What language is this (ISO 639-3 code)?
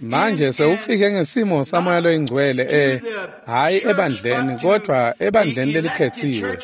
ssw